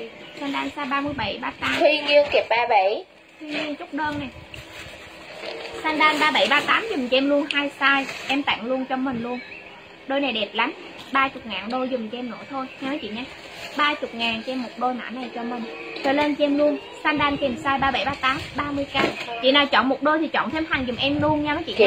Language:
Vietnamese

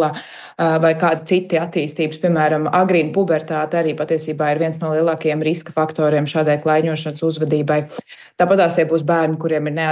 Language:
Latvian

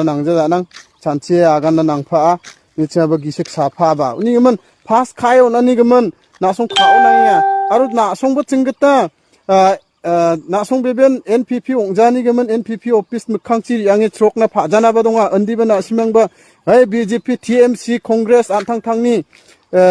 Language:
Garo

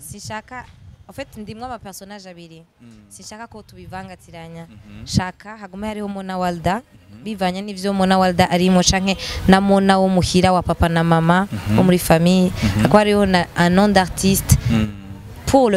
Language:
Rundi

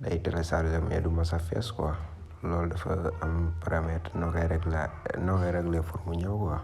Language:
Wolof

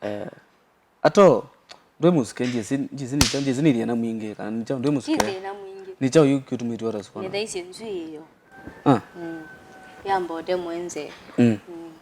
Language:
Kamba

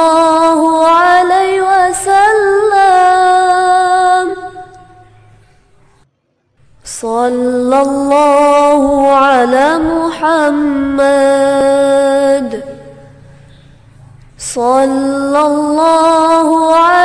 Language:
Arabic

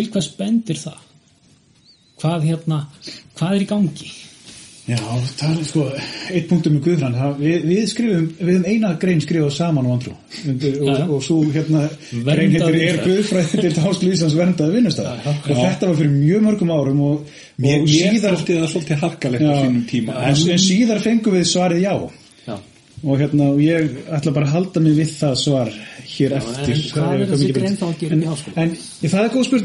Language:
Icelandic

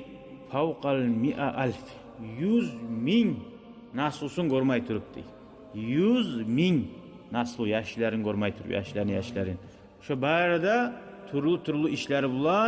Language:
Kumyk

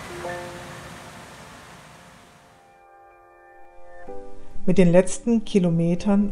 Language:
German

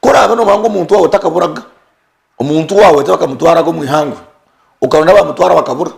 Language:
Nyankole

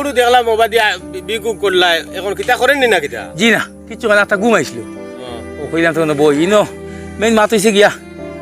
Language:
Sylheti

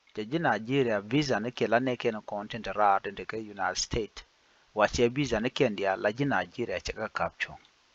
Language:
Nuer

